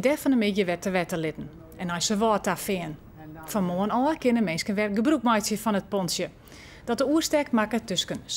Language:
Western Frisian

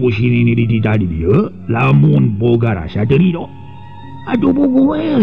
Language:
Sundanese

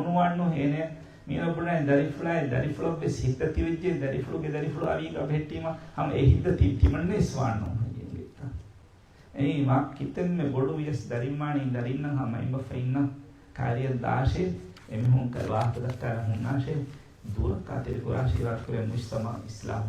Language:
Divehi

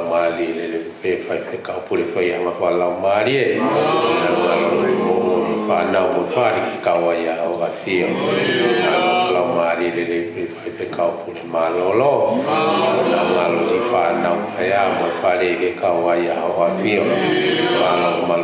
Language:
Tongan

